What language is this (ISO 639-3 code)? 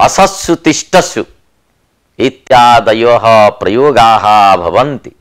san